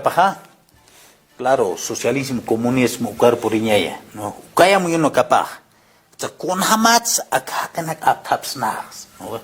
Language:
Aymara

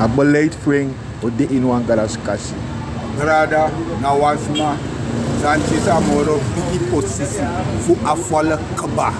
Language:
Sranan Tongo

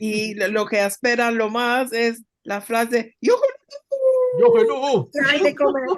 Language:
Ladino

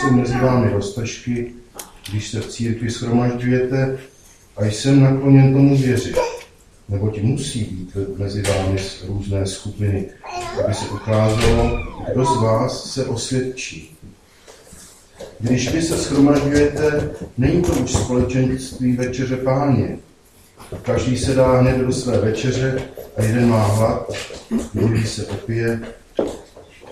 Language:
Czech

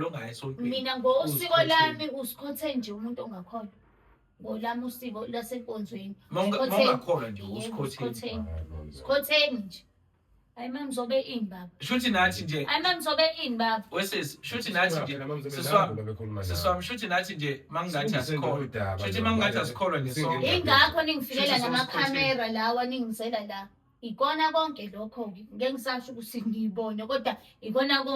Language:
Zulu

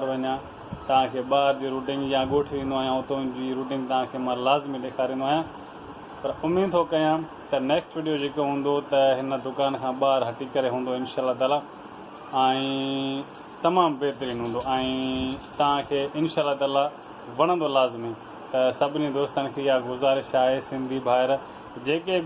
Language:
Sindhi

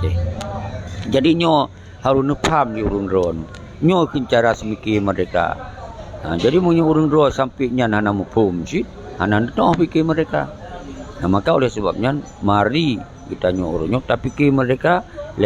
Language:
Achinese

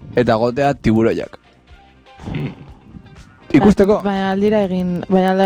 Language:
Basque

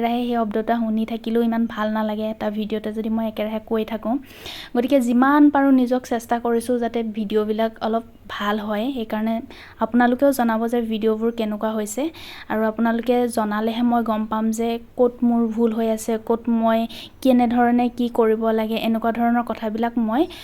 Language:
Assamese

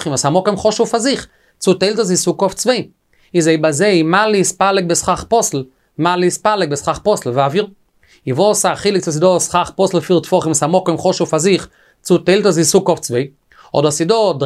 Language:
Yiddish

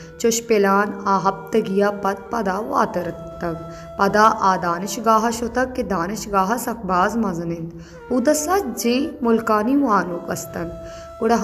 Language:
Baluchi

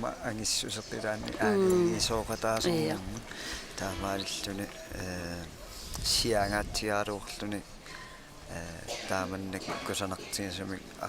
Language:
Kalaallisut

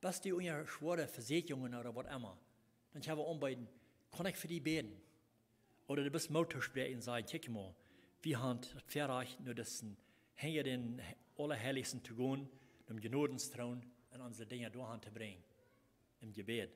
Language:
Plautdietsch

